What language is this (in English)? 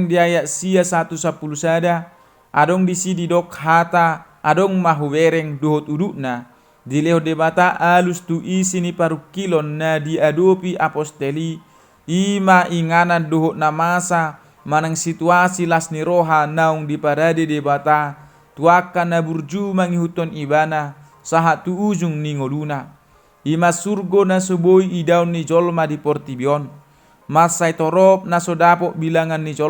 Batak Toba